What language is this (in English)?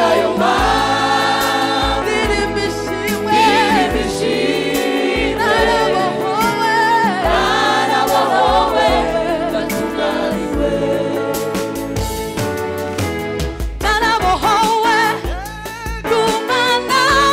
Kinyarwanda